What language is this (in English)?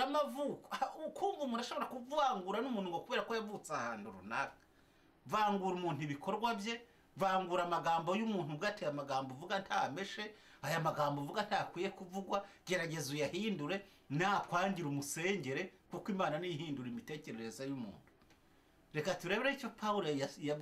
Kinyarwanda